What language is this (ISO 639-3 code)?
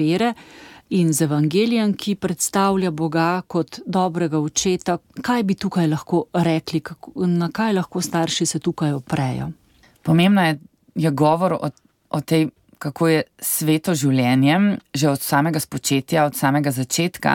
slv